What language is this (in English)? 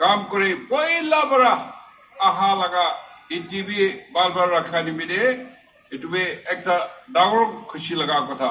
Naga Pidgin